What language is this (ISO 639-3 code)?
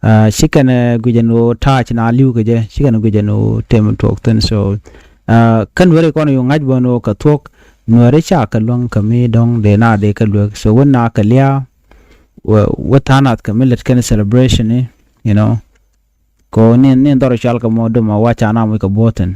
nus